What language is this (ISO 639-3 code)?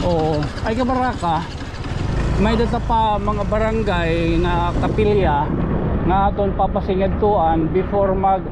war